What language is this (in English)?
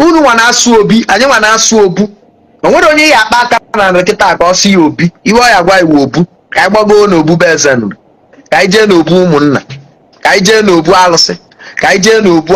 Igbo